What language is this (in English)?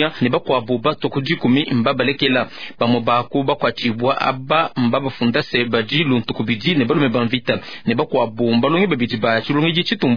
Luba-Lulua